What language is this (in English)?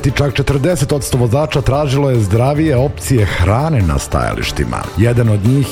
Serbian